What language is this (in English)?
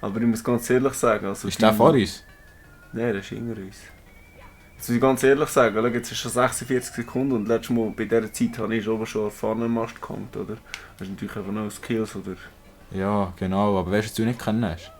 Swiss German